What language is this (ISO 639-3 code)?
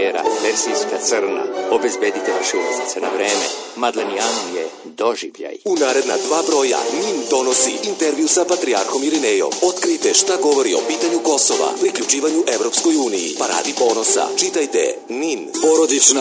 srp